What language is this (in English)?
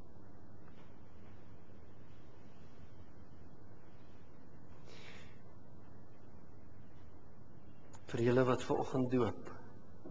Afrikaans